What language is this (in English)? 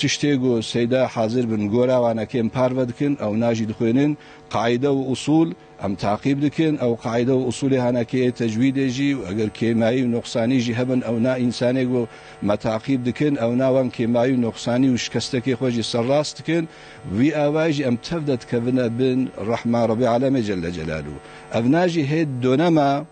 Kurdish